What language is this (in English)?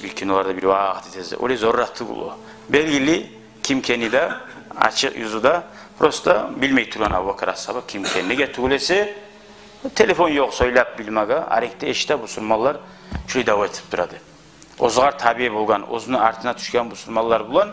Kumyk